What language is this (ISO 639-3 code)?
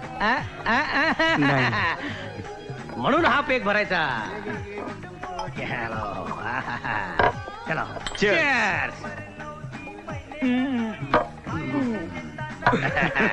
mar